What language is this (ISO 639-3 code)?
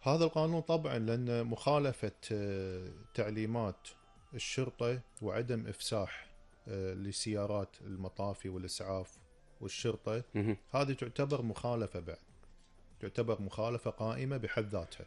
afb